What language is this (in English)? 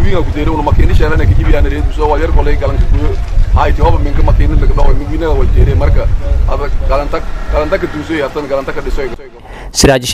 Somali